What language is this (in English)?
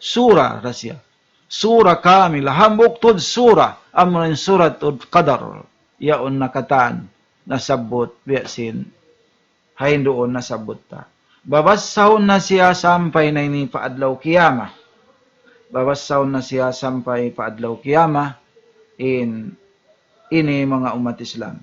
Tausug